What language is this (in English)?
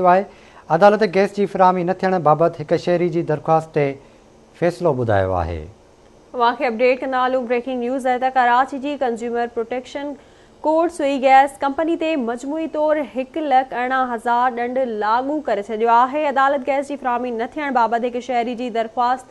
Sindhi